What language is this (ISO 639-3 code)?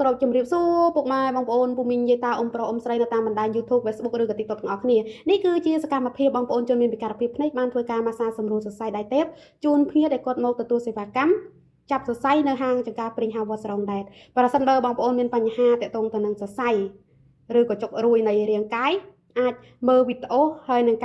khm